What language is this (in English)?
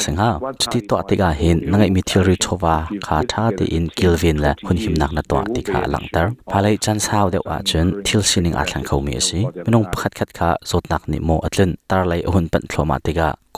Hakha Chin